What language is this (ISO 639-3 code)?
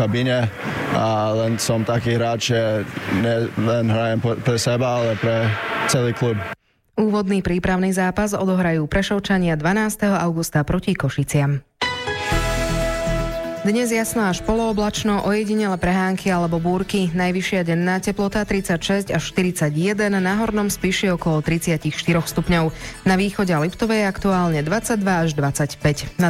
slk